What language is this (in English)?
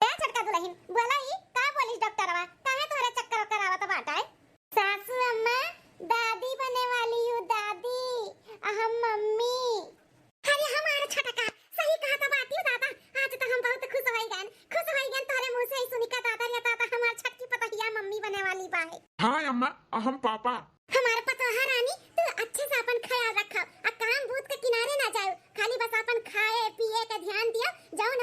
Awadhi